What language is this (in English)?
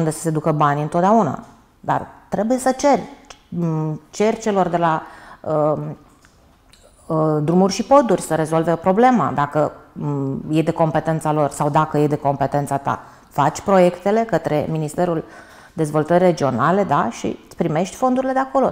Romanian